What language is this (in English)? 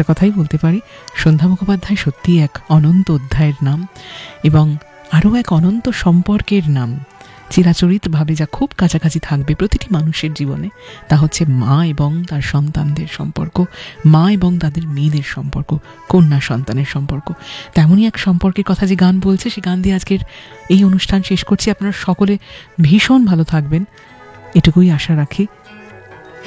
Bangla